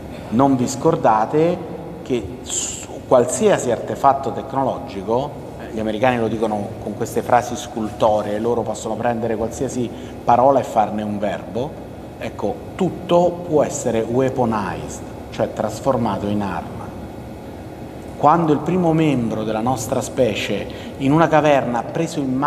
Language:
Italian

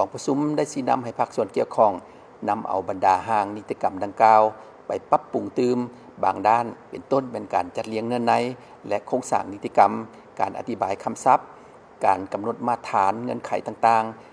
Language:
Lao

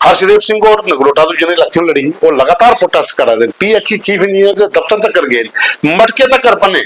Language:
Dogri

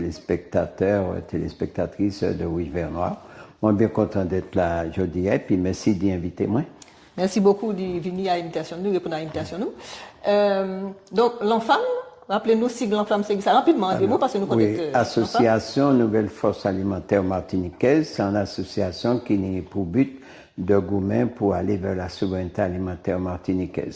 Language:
Guadeloupean Creole French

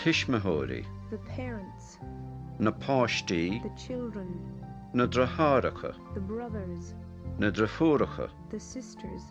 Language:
Irish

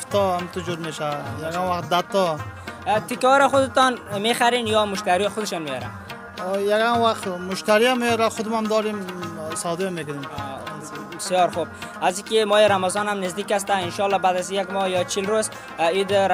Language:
Persian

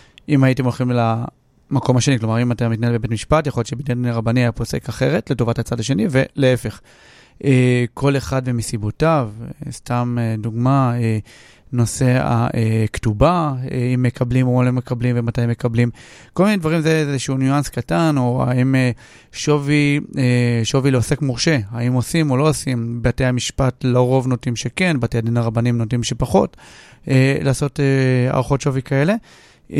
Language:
Hebrew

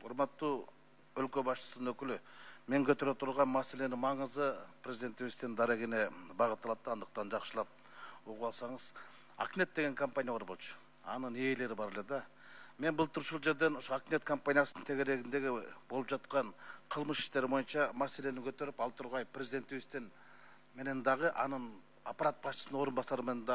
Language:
Kyrgyz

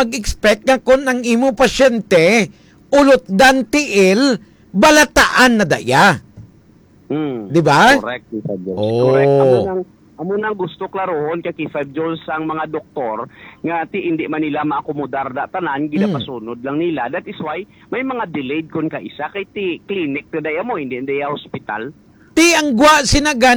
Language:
Hiligaynon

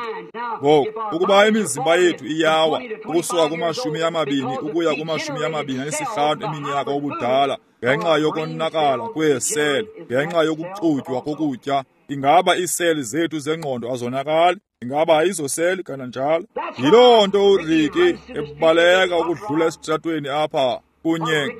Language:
Xhosa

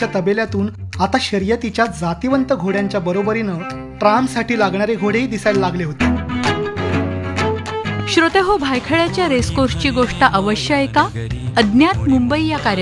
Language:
Marathi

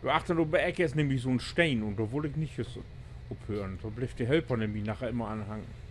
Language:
Low German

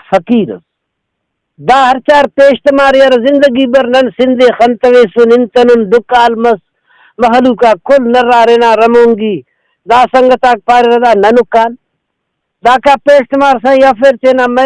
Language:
Brahui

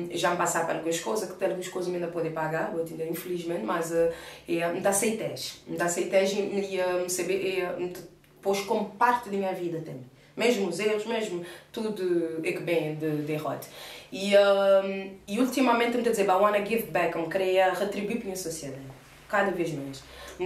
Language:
Kabuverdianu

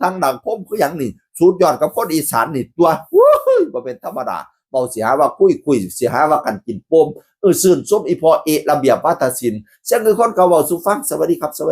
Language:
Northeastern Thai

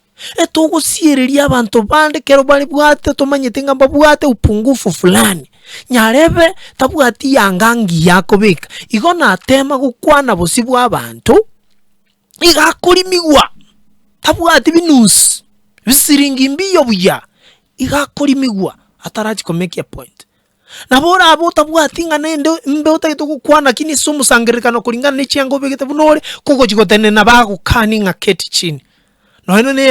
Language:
Gusii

